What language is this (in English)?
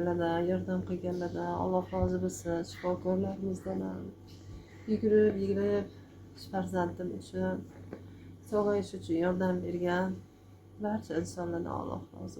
Uzbek